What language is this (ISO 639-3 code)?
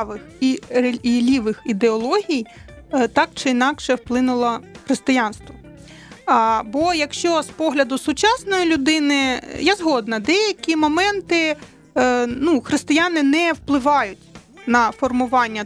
ukr